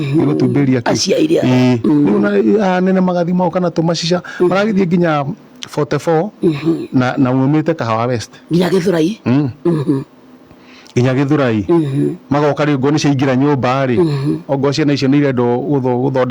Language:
Kikuyu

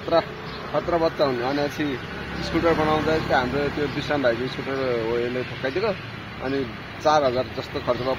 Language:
Nepali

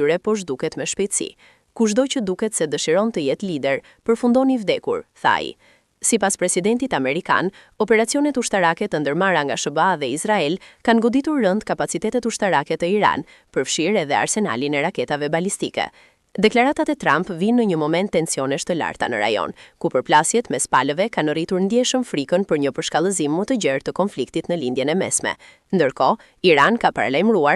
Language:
Albanian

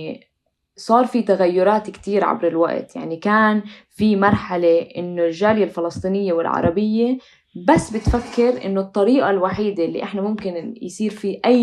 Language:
North Levantine Arabic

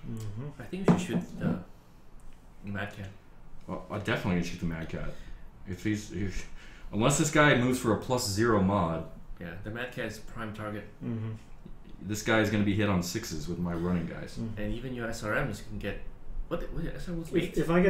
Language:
English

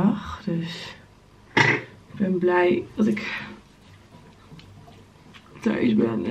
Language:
Dutch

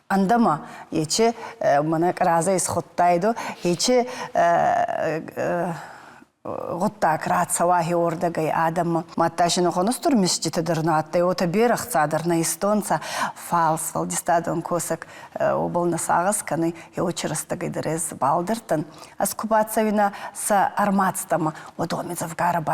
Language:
Ossetic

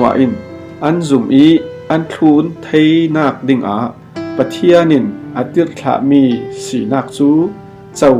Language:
Falam Chin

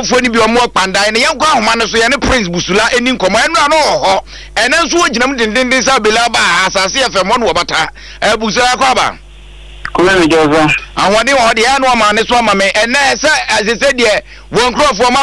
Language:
Akan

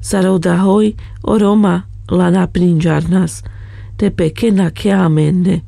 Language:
Carpathian Romani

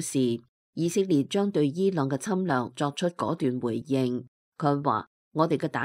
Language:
Cantonese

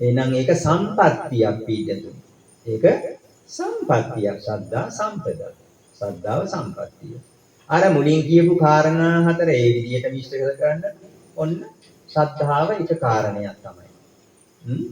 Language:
Sinhala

